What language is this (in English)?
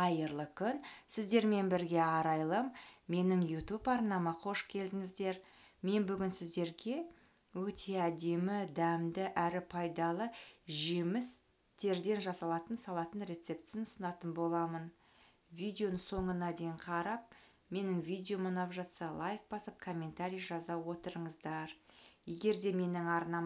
Kazakh